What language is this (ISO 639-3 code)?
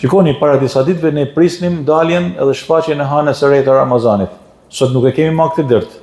sqi